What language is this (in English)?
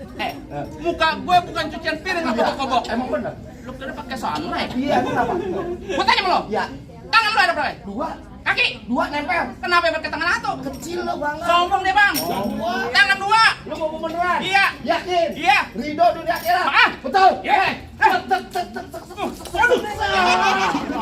Betawi